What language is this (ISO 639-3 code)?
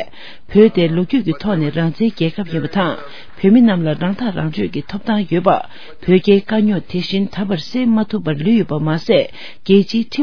bod